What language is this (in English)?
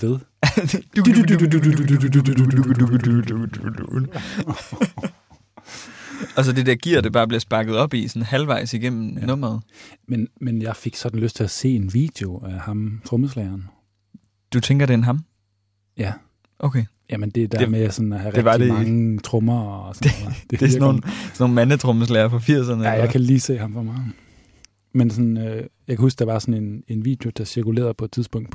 Danish